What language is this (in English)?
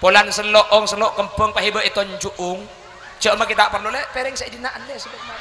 Madurese